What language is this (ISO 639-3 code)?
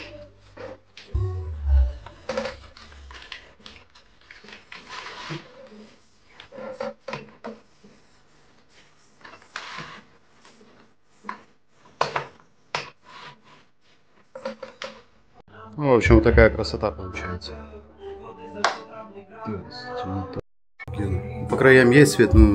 rus